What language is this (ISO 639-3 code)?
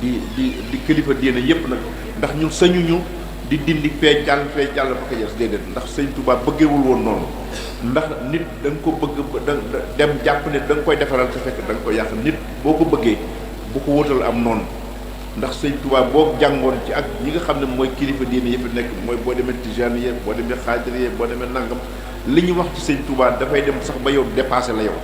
wol